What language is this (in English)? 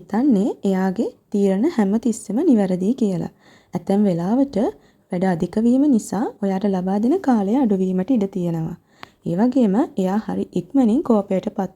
Sinhala